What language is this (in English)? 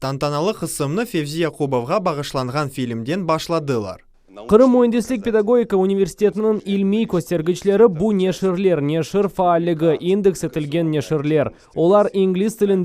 Crimean Tatar